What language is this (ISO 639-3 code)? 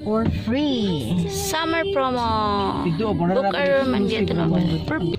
ceb